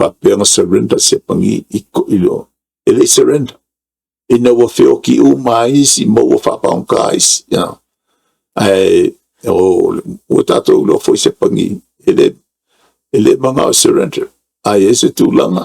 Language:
Samoan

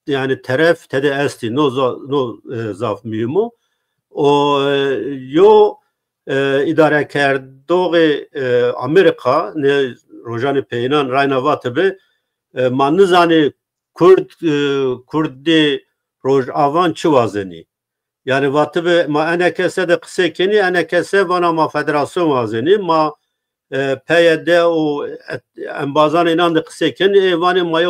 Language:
Zaza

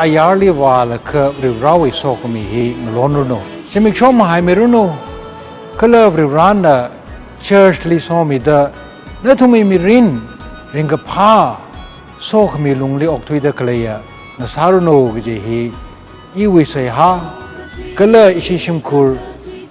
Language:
Tangkhul Naga (India)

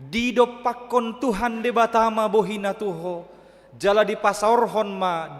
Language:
Batak Toba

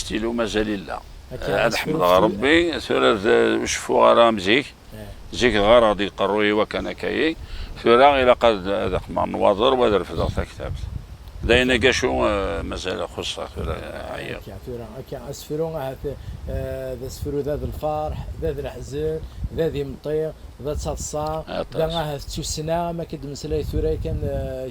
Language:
Kabyle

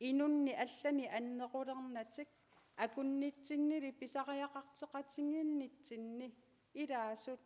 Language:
Kalaallisut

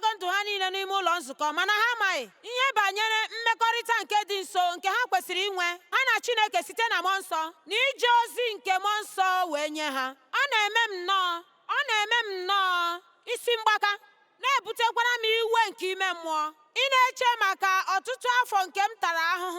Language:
Igbo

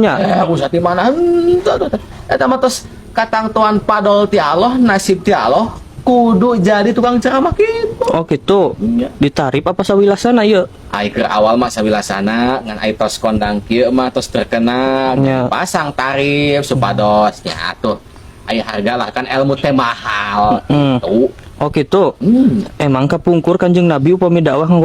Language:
Sundanese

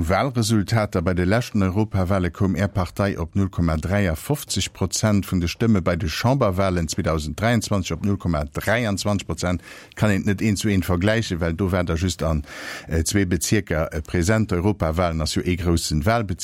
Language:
Luxembourgish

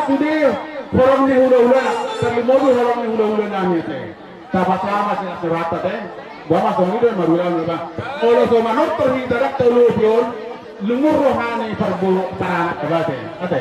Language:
Batak Toba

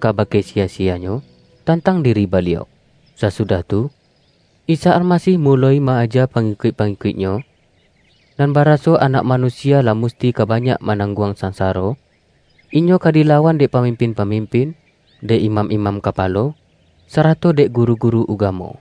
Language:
Minangkabau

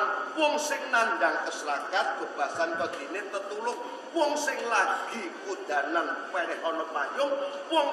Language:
Javanese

